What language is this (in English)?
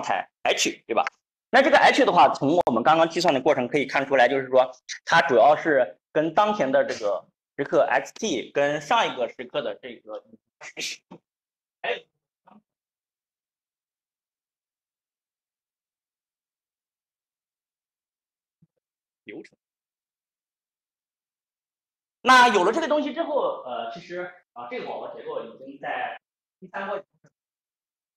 Chinese